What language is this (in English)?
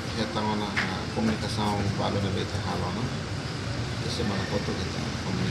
Tetum